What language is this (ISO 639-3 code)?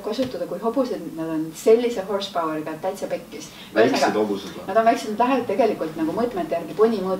est